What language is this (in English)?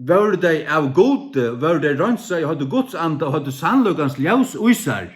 Faroese